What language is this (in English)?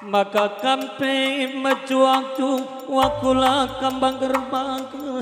Batak Karo